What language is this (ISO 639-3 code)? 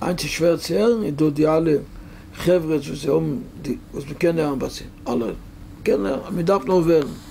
yid